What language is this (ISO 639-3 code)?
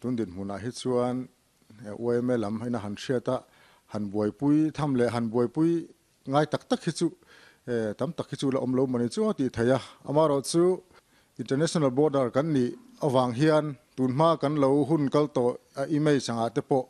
lus